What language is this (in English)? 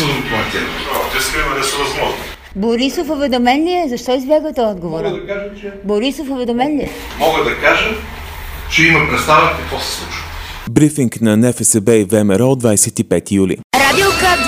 Bulgarian